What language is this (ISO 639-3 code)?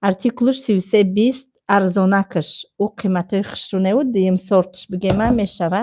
tgk